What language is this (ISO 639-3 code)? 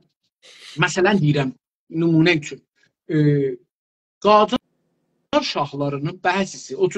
azb